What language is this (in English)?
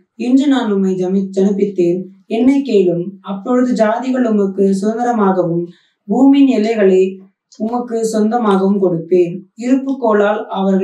Tamil